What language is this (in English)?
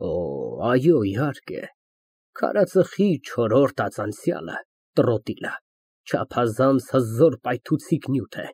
Armenian